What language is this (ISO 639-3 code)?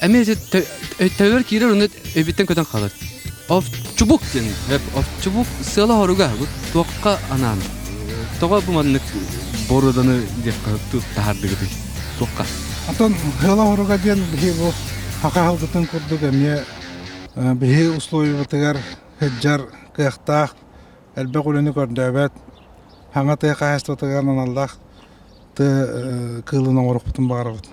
sah